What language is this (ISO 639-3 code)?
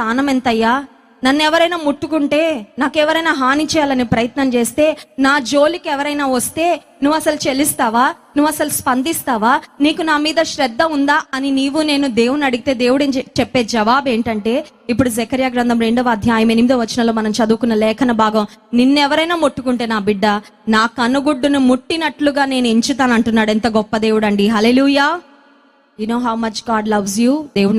tel